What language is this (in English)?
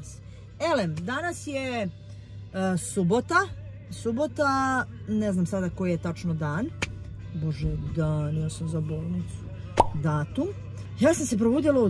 Serbian